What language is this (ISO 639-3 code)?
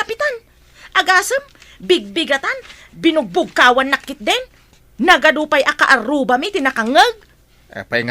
ilo